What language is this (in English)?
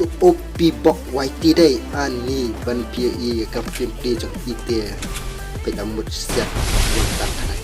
Khasi